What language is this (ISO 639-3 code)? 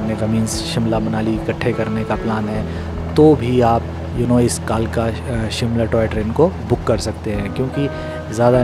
hin